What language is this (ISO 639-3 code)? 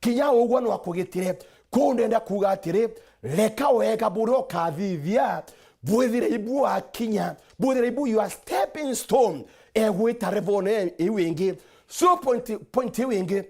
mer